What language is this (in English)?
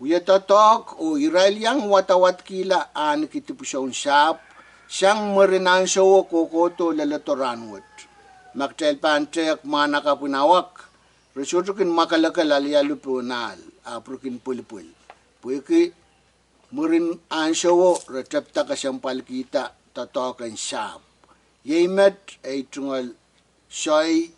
Pohnpeian